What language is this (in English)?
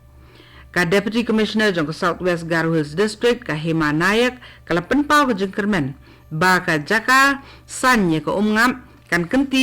Khasi